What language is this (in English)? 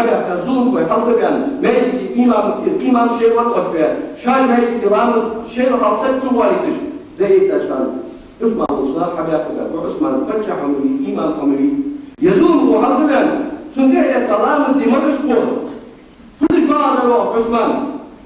Ingush